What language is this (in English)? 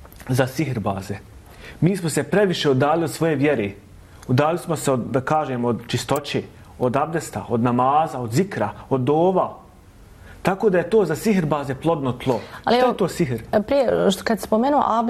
Bosnian